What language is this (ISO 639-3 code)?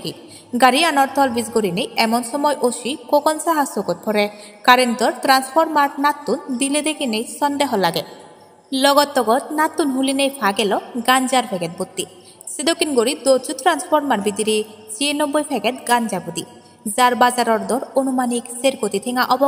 ccp